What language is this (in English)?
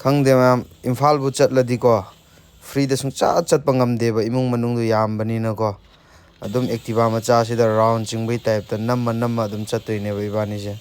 Manipuri